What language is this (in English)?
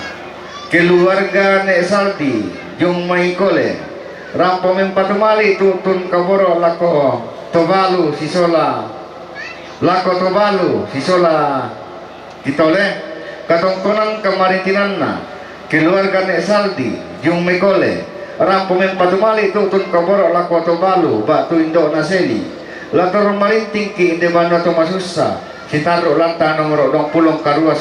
Toraja-Sa'dan